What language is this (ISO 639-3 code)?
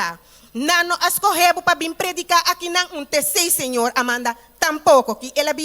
pap